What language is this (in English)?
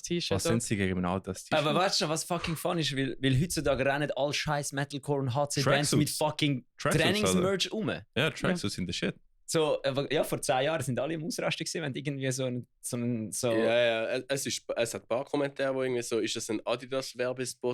Swiss German